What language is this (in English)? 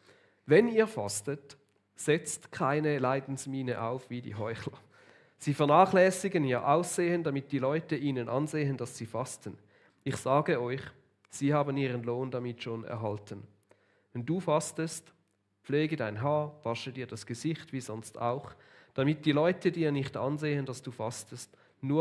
Swiss German